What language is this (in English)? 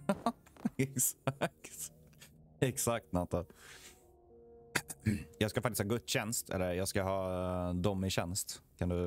Swedish